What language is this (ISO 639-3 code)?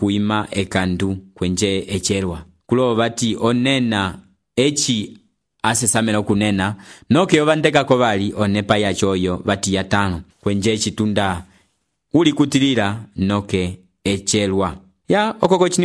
umb